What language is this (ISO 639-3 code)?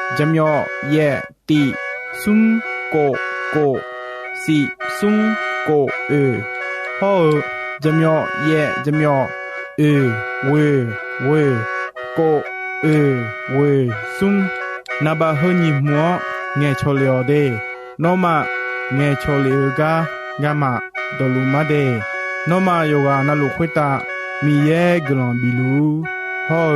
ahk